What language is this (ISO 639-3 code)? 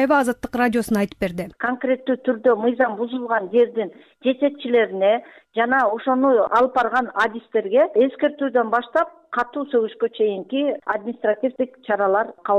kir